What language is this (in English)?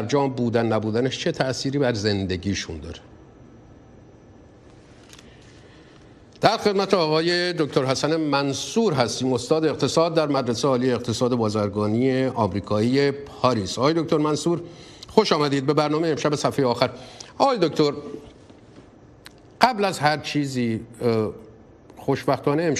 Persian